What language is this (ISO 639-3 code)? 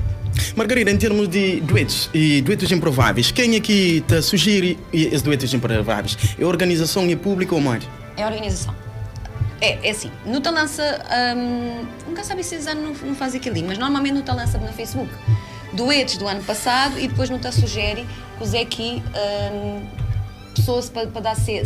kea